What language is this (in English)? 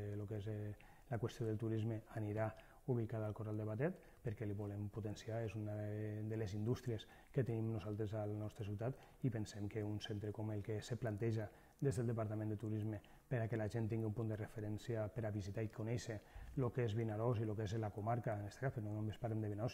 Catalan